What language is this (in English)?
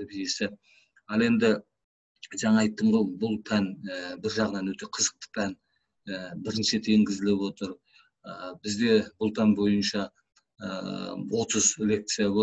Kazakh